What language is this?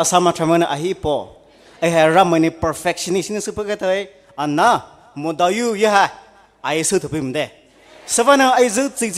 Poumei Naga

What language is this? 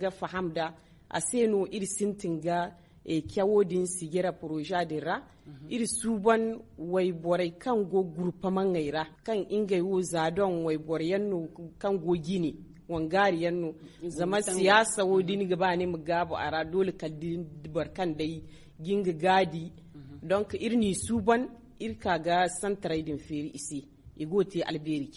Zarma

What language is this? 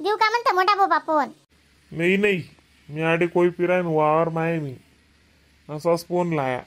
Khandesi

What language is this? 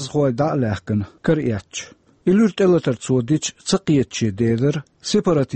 Chechen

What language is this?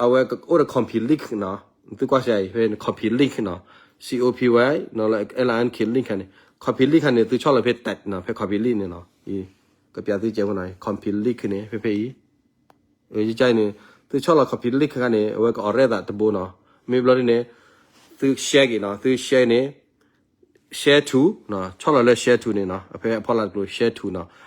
S'gaw Karen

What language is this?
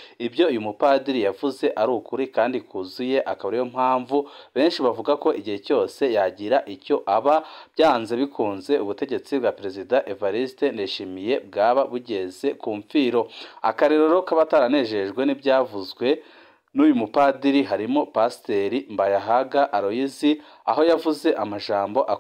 Rundi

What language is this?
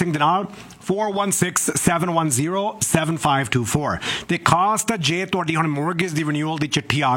Punjabi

